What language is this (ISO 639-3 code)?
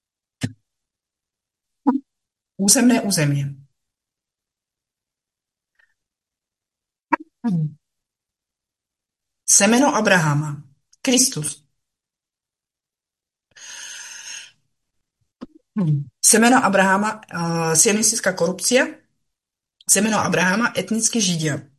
slk